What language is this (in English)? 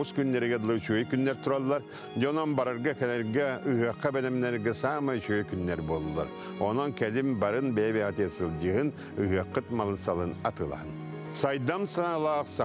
Yakut